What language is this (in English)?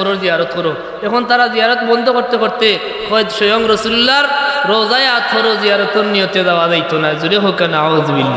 Sylheti